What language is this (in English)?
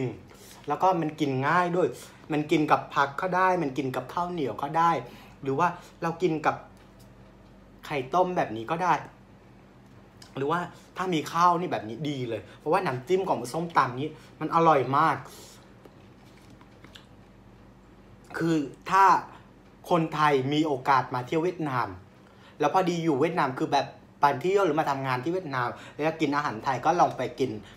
Thai